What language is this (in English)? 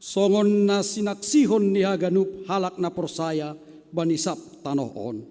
Batak Simalungun